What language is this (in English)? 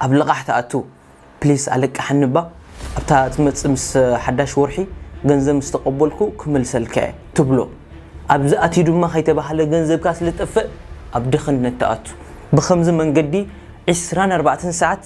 Tigrinya